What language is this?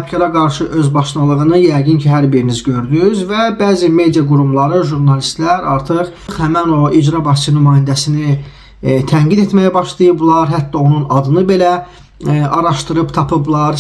Azerbaijani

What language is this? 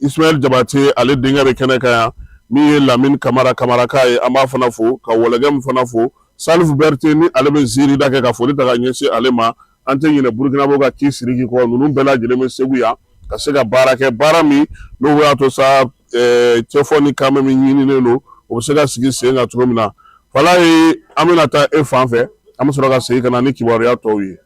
Bambara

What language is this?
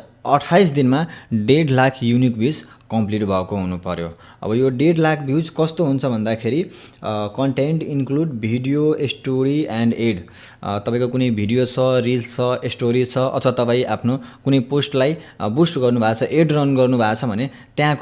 Nepali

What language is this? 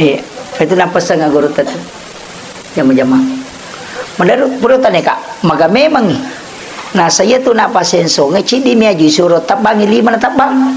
Buginese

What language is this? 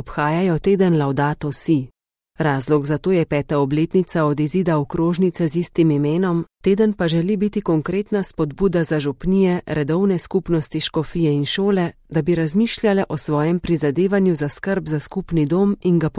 Slovenian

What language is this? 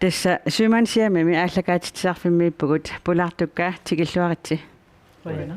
Kalaallisut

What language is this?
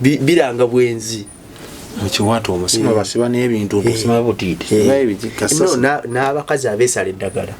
Ganda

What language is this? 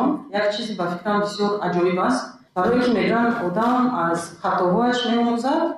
Tajik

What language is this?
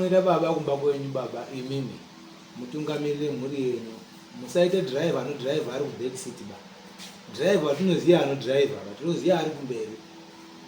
Shona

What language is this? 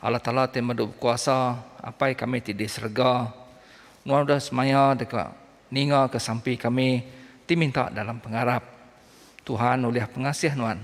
Iban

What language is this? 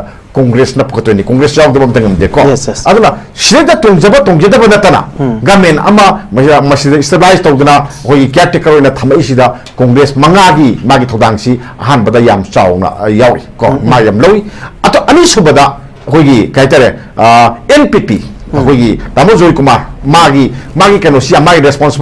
Manipuri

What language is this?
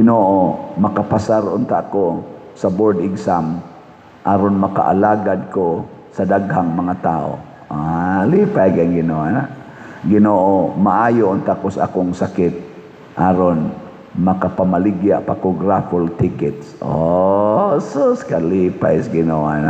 Cebuano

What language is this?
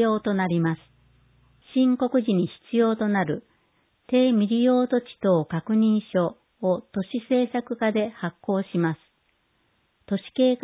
Japanese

